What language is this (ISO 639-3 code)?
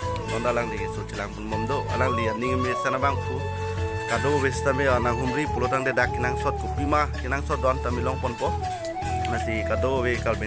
mjw